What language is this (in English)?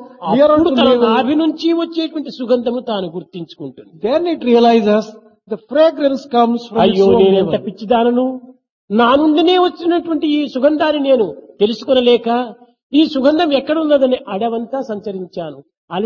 Telugu